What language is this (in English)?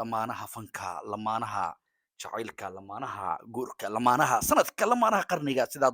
Somali